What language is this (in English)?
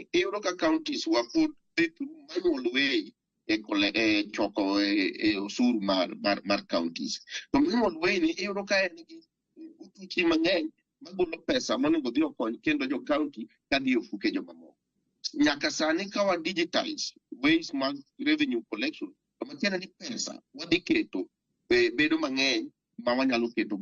Luo (Kenya and Tanzania)